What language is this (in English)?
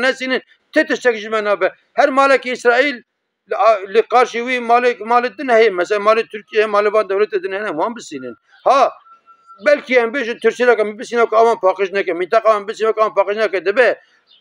Kurdish